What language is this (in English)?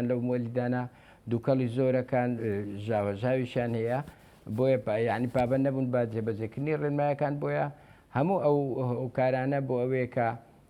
Central Kurdish